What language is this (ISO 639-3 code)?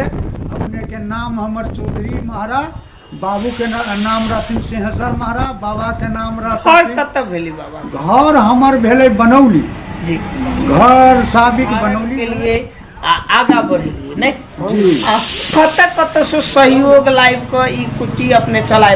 mai